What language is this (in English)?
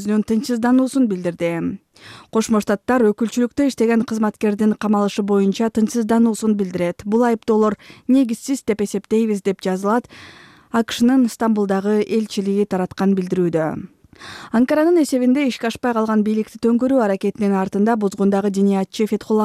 Kyrgyz